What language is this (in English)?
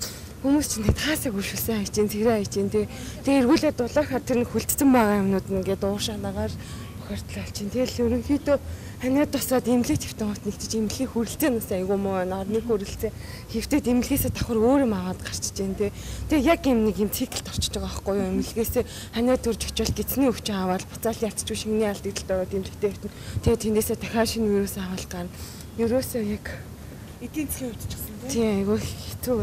Mongolian